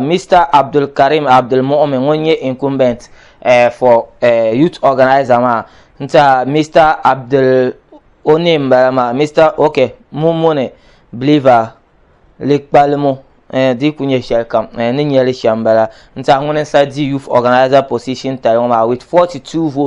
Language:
Dagbani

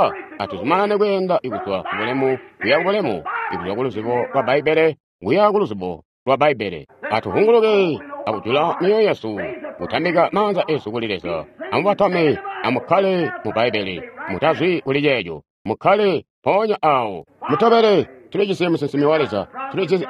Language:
Tonga (Zambia)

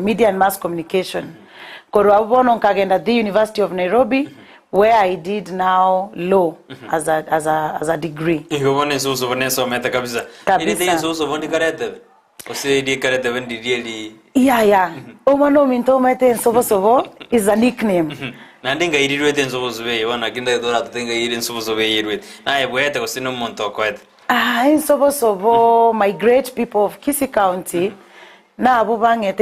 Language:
Gusii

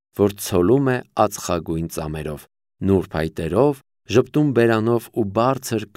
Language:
Armenian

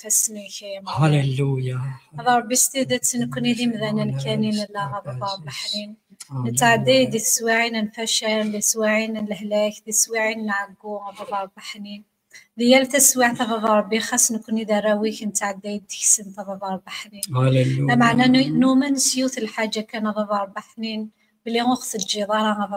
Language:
Kabyle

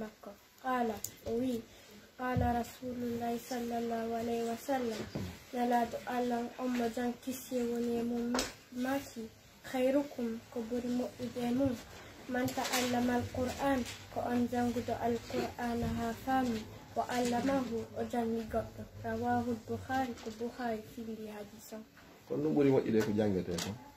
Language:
Pular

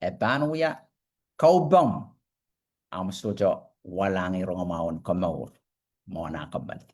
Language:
Pohnpeian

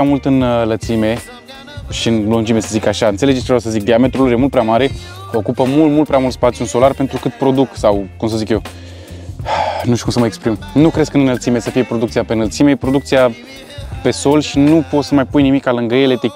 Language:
Romanian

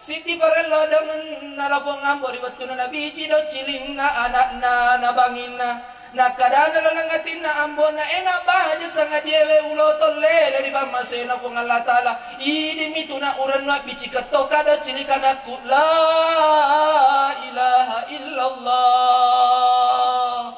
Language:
Buginese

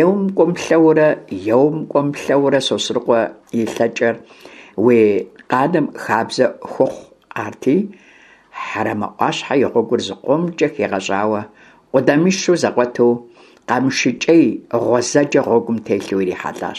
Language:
Kabardian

